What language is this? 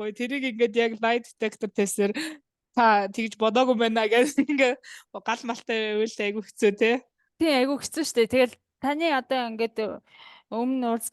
Mongolian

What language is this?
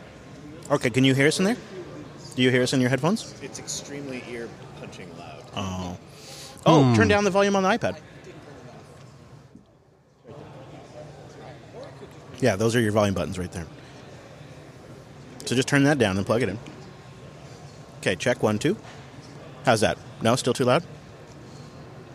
English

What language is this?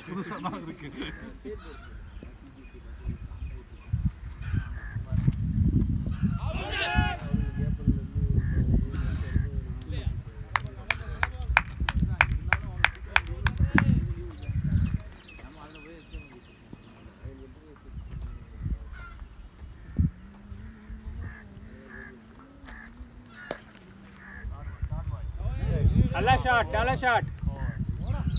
Tamil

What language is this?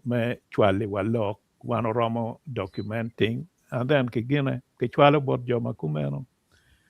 Acoli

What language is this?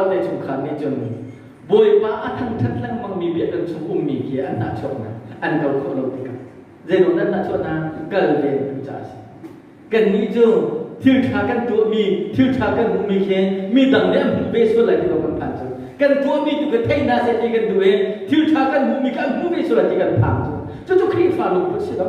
Hakha Chin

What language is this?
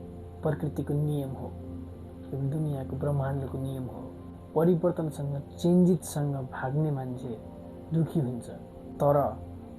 Nepali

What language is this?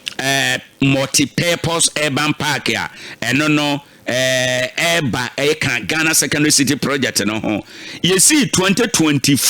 Akan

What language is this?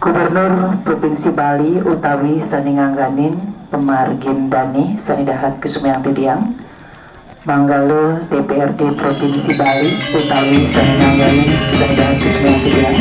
Balinese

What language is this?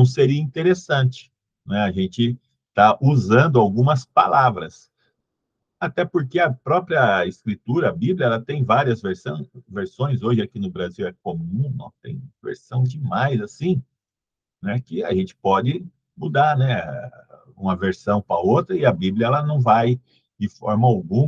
Portuguese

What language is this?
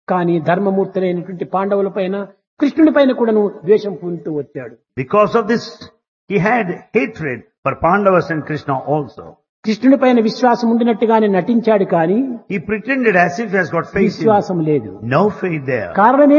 Telugu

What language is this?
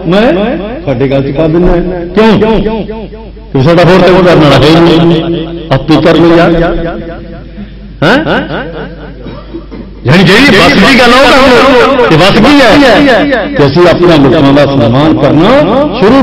Punjabi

